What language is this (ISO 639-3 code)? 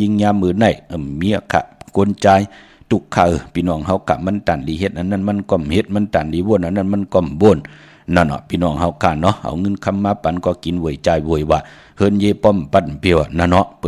shn